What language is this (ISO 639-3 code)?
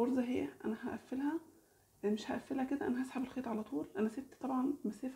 arz